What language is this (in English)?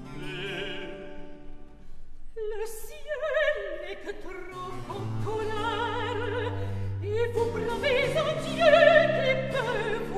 French